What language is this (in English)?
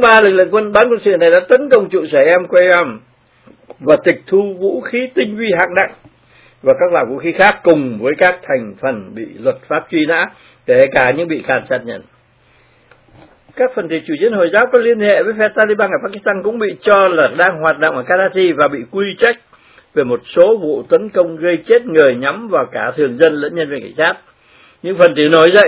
Vietnamese